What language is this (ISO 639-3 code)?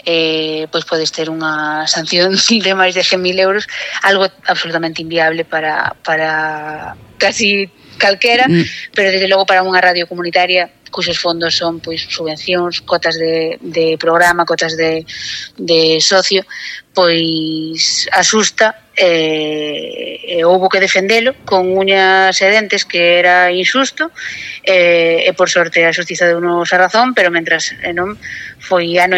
glg